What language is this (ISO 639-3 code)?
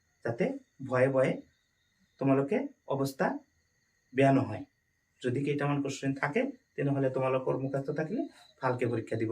asm